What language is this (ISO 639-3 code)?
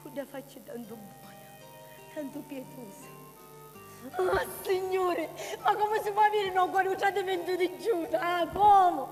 scn